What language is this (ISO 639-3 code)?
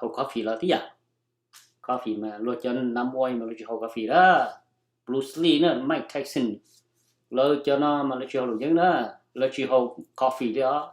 hmn